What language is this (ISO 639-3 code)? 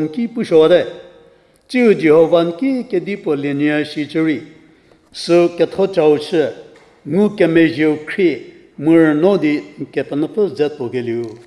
njm